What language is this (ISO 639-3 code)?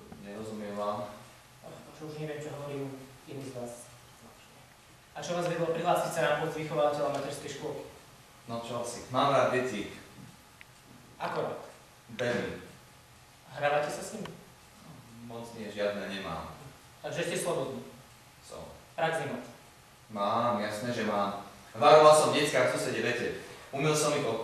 slk